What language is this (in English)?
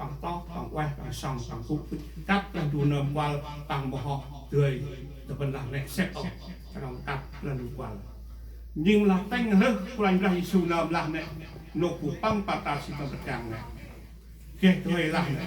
Central Mnong